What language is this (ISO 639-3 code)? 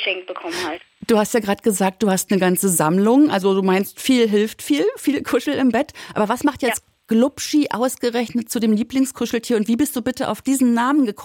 deu